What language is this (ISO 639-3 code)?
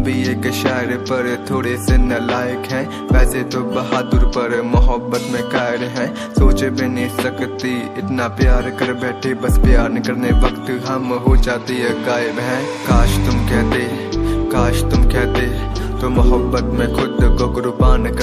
hin